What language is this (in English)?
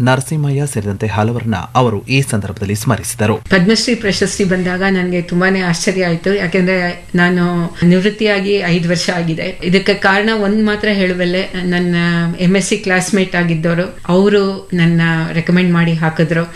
Kannada